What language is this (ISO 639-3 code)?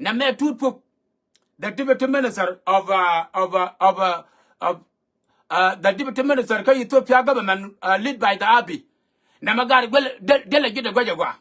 nus